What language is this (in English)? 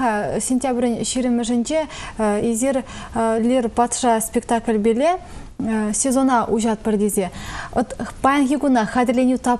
Chuvash